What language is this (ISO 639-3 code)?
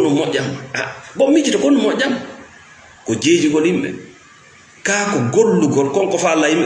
ful